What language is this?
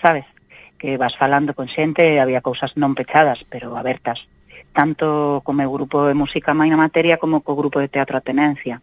Galician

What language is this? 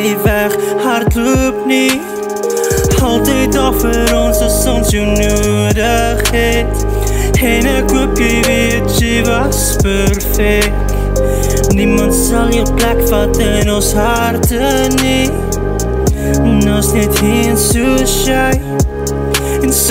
Afrikaans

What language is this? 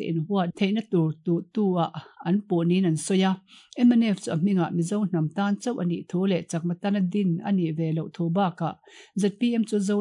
Mizo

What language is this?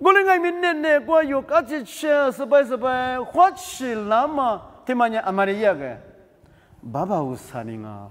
Lisu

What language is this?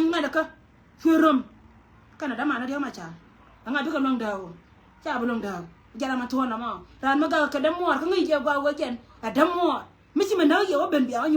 Nuer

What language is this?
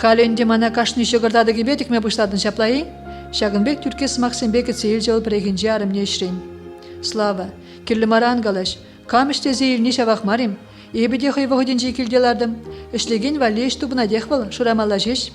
Chuvash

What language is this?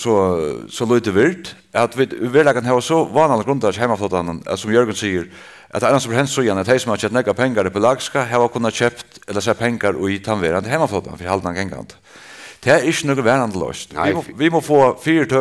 Faroese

